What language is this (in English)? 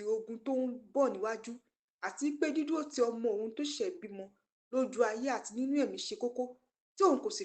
Yoruba